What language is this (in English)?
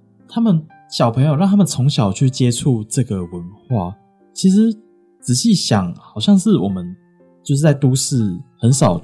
Chinese